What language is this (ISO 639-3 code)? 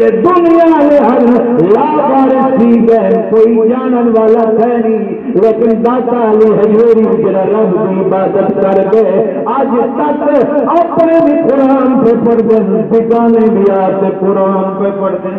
skr